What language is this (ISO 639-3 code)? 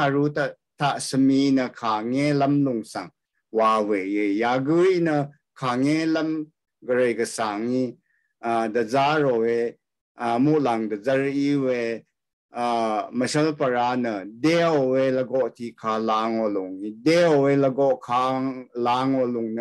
raw